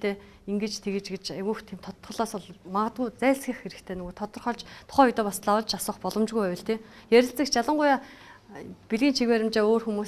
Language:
Mongolian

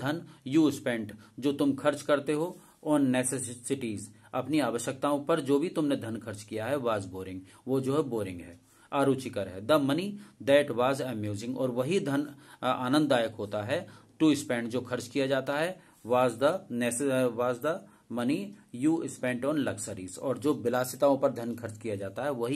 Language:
Hindi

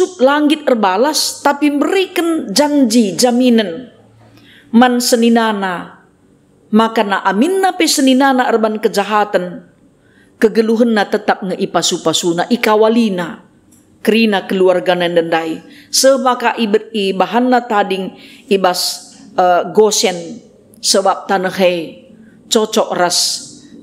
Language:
Batak Karo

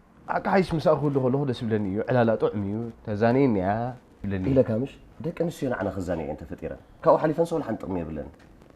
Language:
Tigrinya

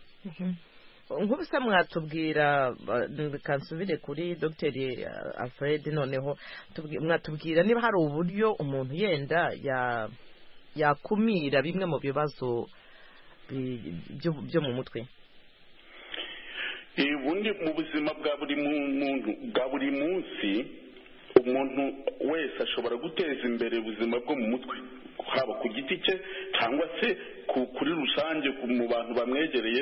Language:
Kinyarwanda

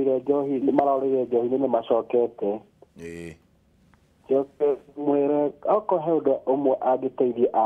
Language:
Kikuyu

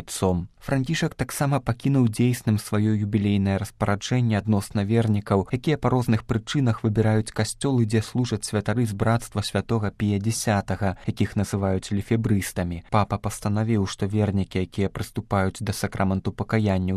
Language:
Belarusian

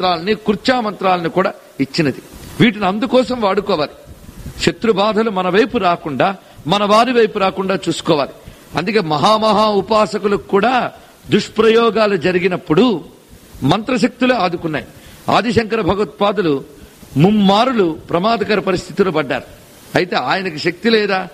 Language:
Telugu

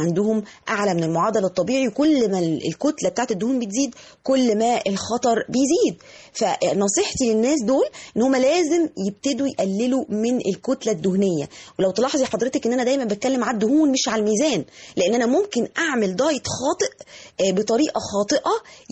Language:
Egyptian Arabic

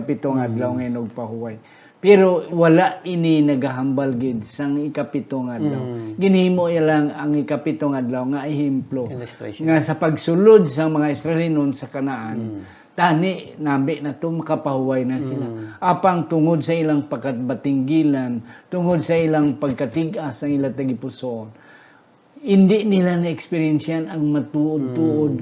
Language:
Hiligaynon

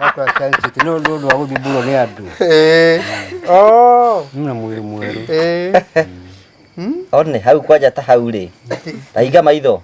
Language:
Kikuyu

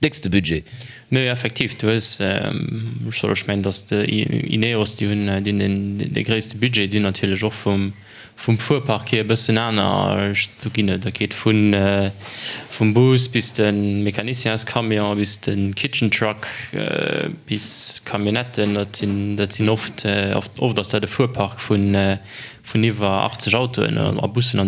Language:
Luxembourgish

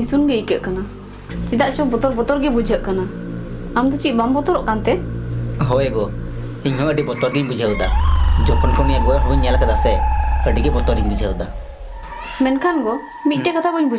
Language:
Santali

